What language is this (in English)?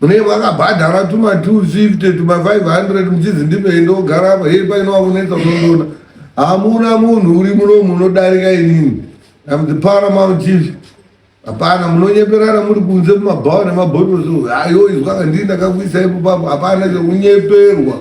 Shona